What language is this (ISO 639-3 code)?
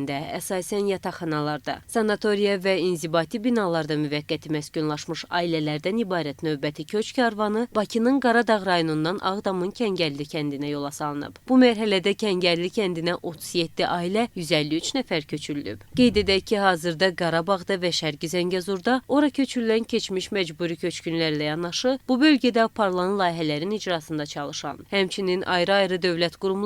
aze